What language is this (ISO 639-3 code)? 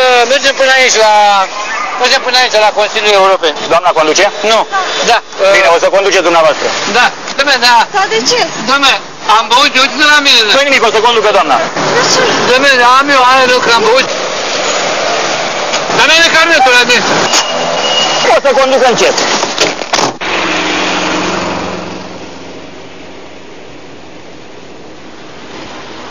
ron